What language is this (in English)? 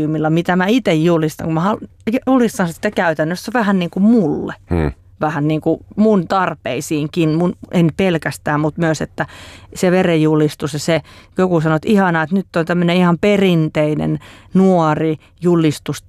Finnish